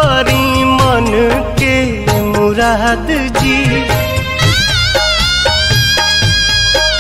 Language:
Bhojpuri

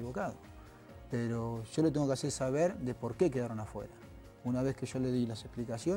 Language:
Spanish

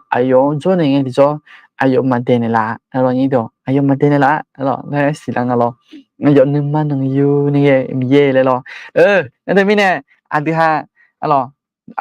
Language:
Akha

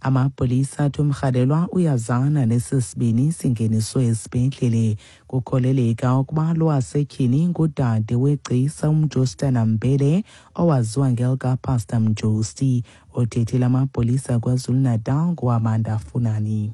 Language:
Xhosa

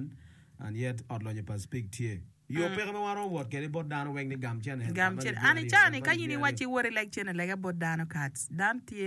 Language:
Acoli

